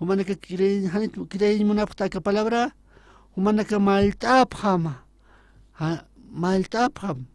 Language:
Aymara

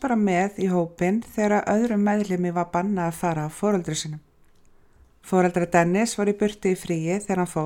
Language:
Icelandic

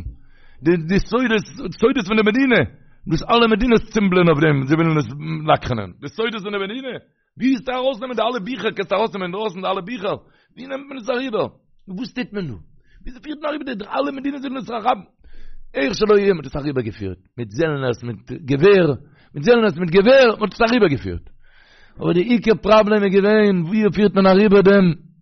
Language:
Yiddish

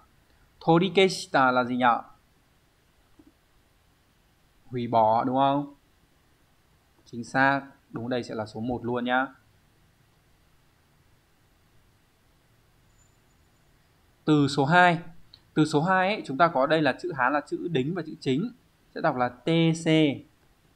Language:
Vietnamese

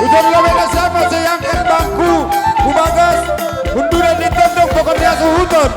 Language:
Batak Simalungun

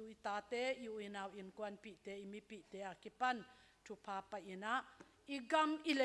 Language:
Tedim Chin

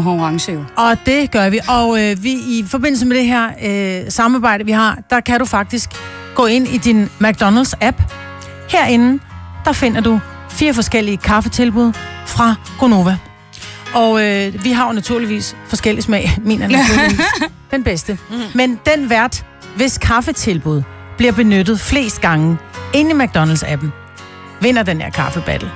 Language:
Danish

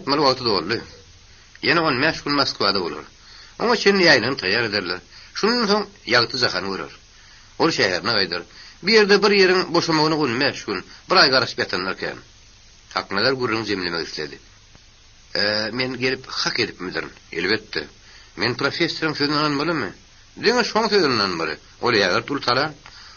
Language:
Turkmen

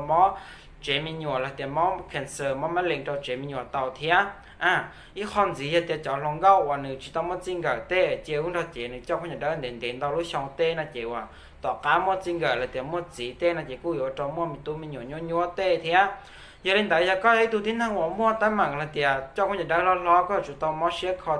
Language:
Hmong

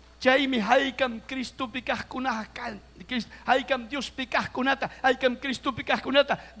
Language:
Ayacucho Quechua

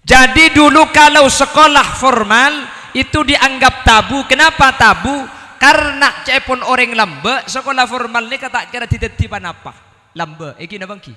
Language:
Madurese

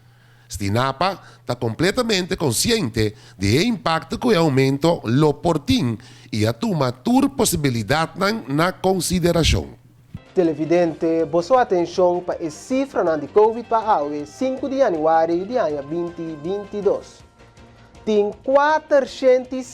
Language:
Papiamento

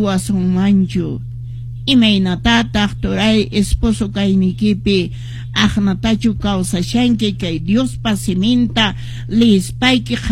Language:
Quechua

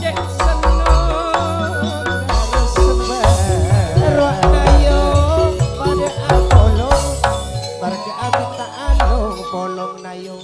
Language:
Madurese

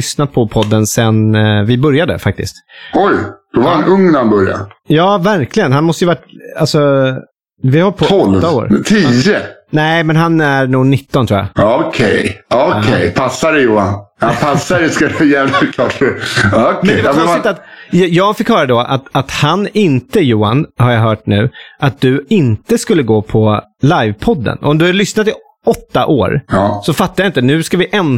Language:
Swedish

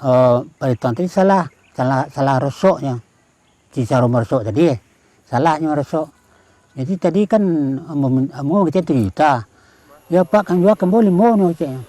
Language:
Minangkabau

